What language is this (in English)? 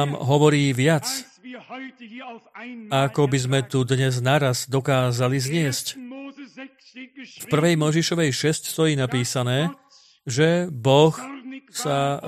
Slovak